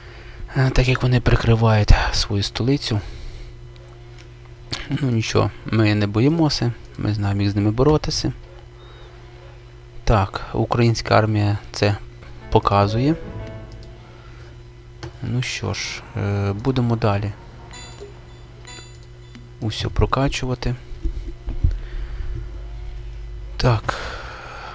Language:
Ukrainian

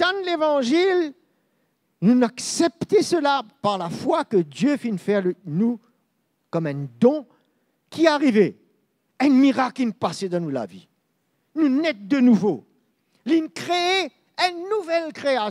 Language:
Morisyen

